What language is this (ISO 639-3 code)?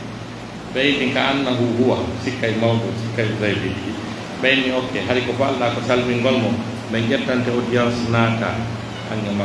fuf